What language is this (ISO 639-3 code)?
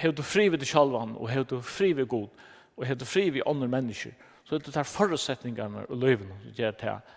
fao